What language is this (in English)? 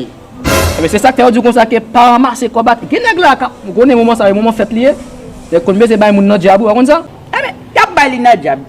Haitian Creole